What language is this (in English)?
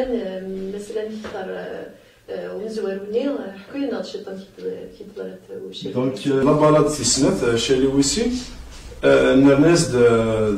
Kabyle